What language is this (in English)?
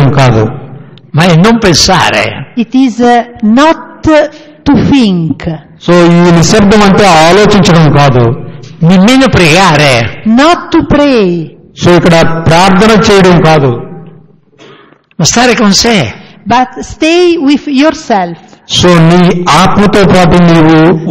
Telugu